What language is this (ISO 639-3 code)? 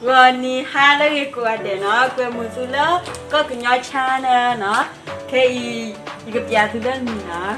ksw